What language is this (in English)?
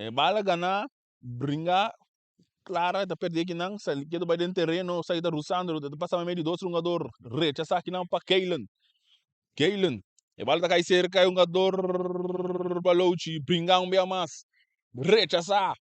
Papiamento